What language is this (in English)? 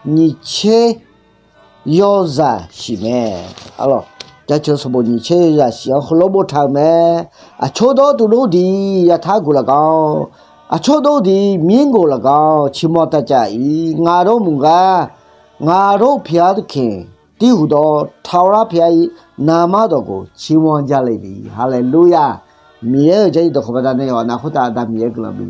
Akha